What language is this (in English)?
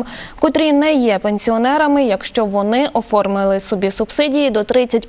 Ukrainian